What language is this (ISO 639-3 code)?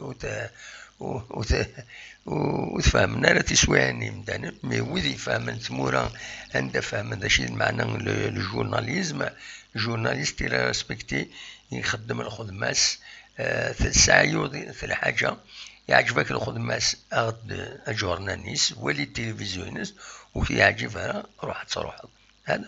kab